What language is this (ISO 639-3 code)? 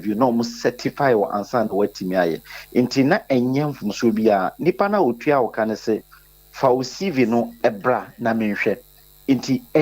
aka